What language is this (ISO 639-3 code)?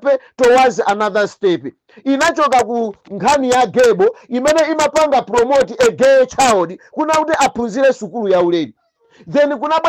nya